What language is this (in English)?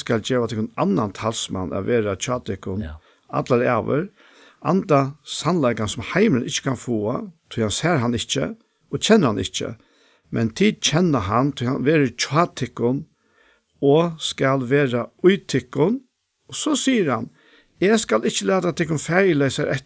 Faroese